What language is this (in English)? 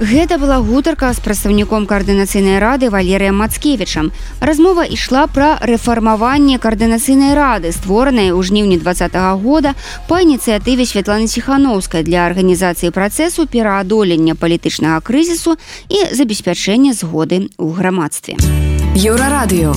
Belarusian